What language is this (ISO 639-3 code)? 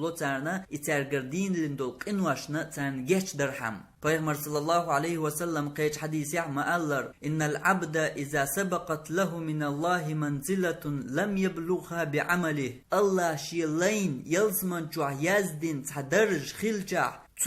che